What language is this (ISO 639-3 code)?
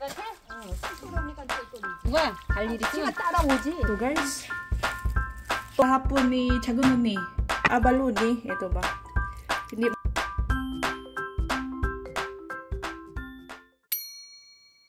fil